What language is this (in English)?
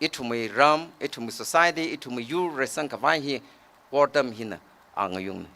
Tangkhul Naga (India)